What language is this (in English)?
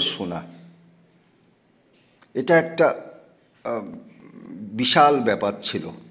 Bangla